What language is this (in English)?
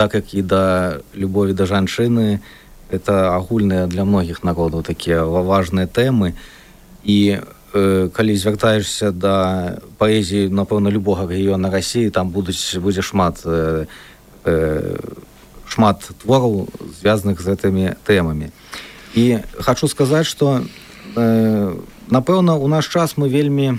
Belarusian